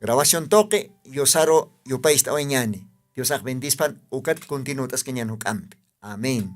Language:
Aymara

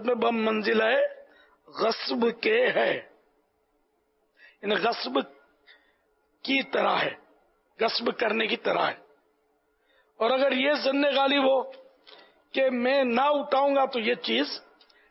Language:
Urdu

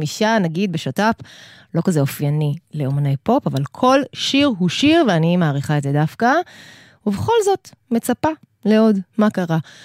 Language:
Hebrew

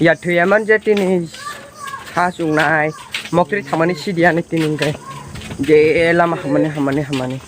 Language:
Kok Borok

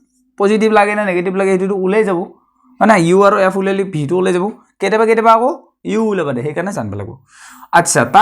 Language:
Assamese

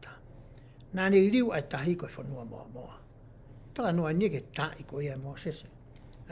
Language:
Tongan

